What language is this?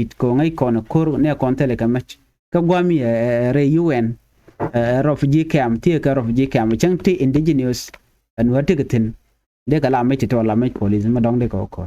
Nuer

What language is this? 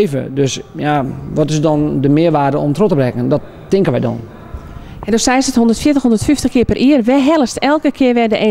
Western Frisian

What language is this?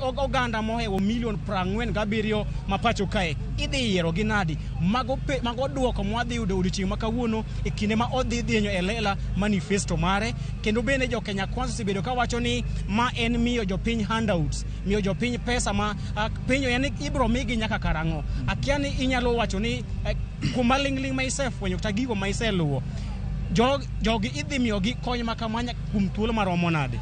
Luo (Kenya and Tanzania)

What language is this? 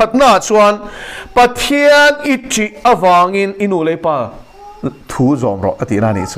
Mizo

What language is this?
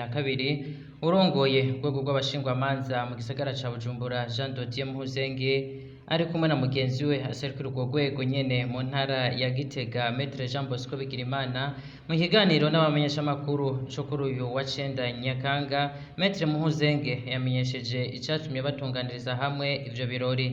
Rundi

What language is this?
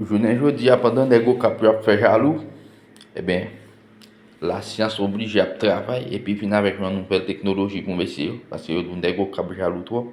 Haitian Creole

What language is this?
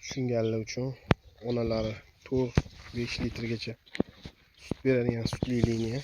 Uzbek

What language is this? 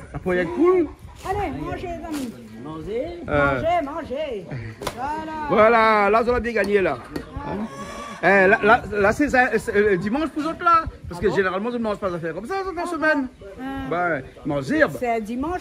Réunion Creole French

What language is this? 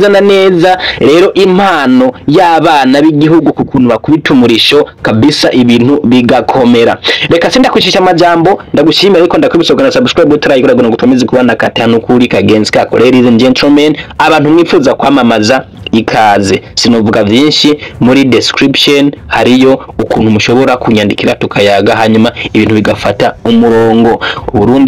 Rundi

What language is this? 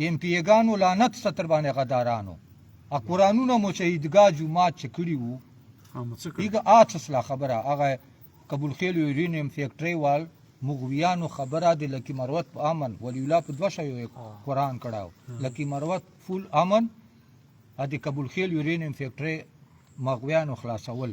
Pashto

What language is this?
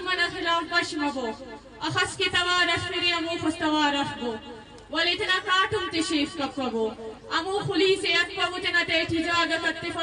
Brahui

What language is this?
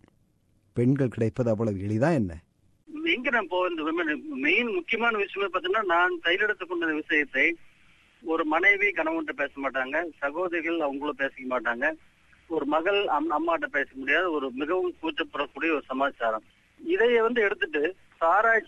Tamil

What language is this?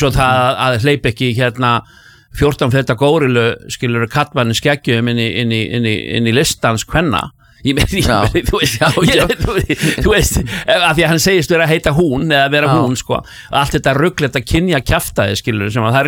Icelandic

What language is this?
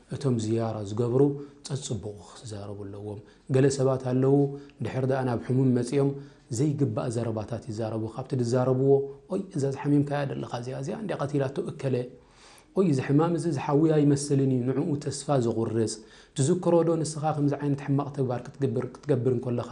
Tigrinya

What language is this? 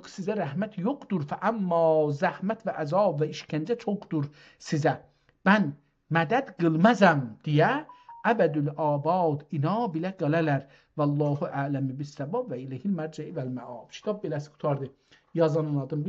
South Azerbaijani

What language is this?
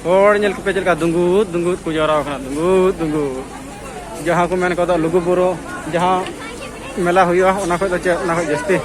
Santali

